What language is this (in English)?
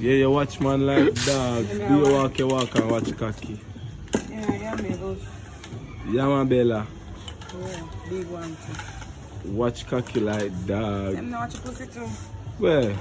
Jamaican Creole English